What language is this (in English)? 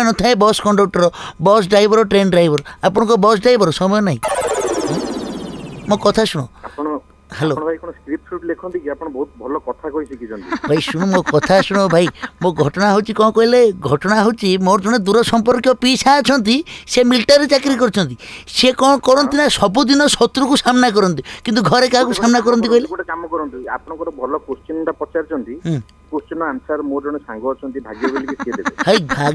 Odia